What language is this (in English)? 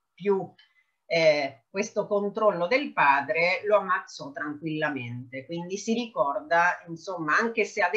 Italian